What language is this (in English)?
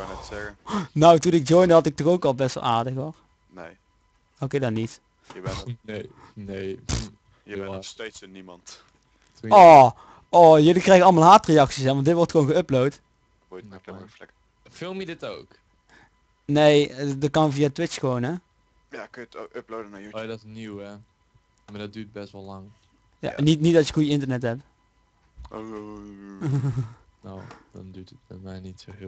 Dutch